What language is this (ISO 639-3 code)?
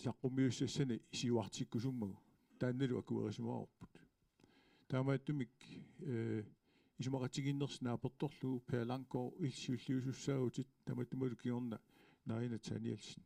kal